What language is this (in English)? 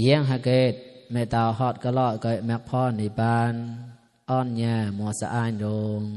Mon